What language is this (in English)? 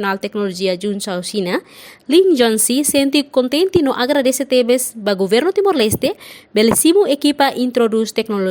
Tetum